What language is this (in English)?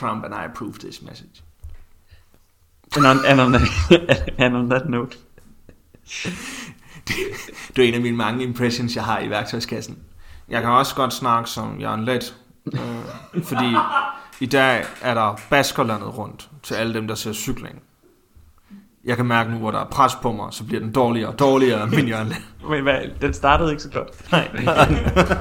Danish